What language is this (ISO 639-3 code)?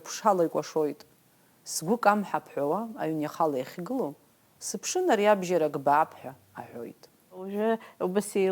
abk